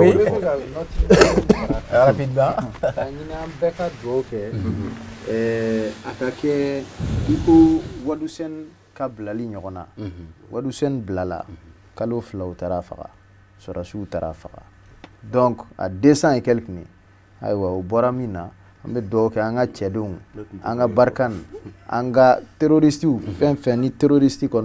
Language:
Bambara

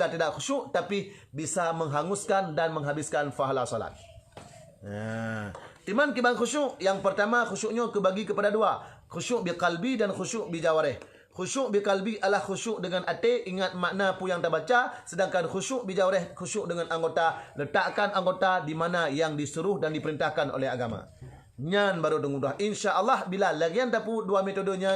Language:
Achinese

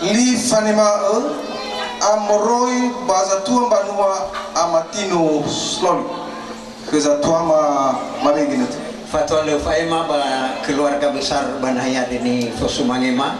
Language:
Nias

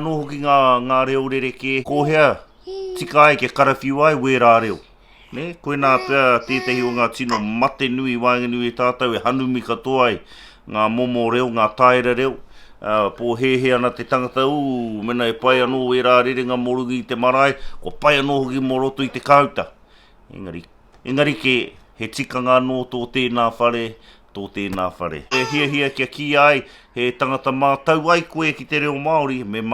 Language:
Māori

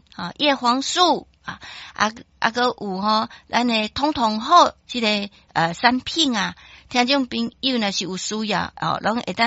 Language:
Min Nan Chinese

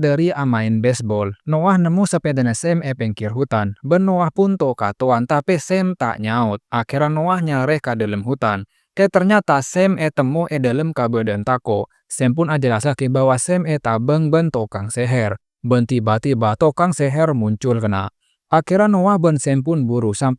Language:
Madurese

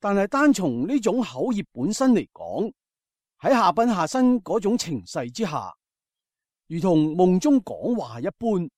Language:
Cantonese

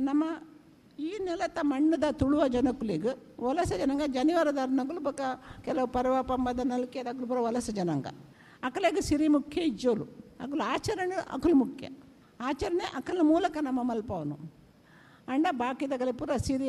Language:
Tulu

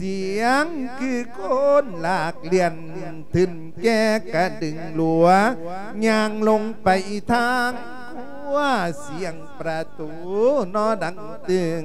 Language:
Lao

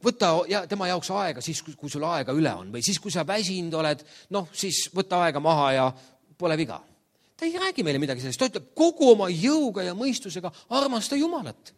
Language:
Estonian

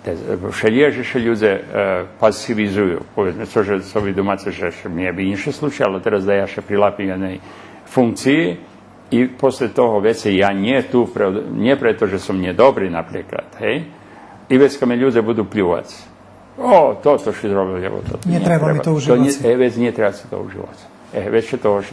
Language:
Rusyn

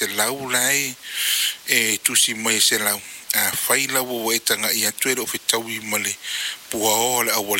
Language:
Samoan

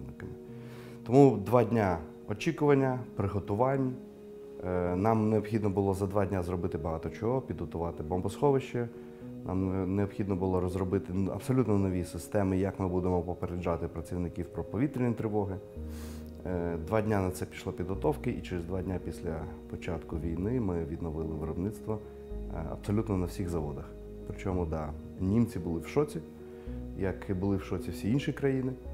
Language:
Ukrainian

